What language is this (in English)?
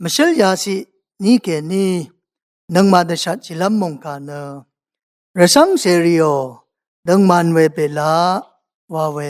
Rawang